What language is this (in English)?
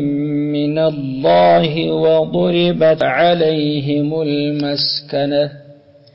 Pashto